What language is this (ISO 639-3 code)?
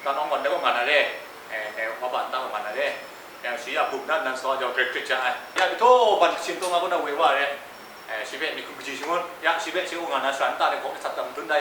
kac